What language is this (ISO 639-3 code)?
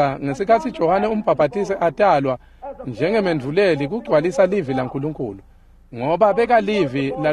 ssw